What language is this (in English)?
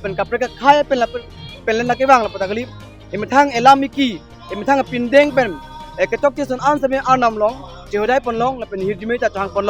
Karbi